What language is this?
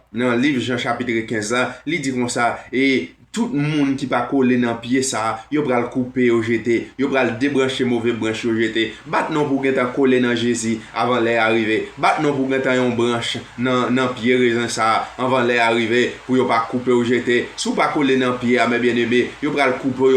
Haitian Creole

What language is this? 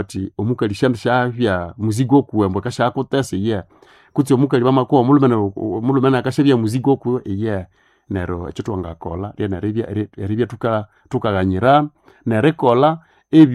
Nande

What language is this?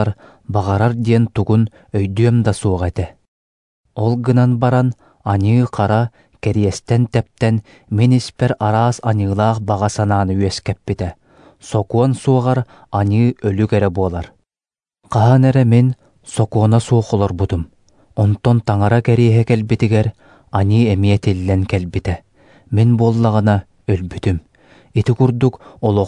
Yakut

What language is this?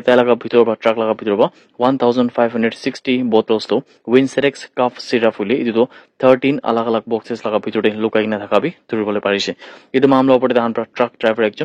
Naga Pidgin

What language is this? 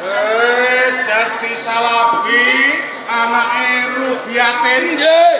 Javanese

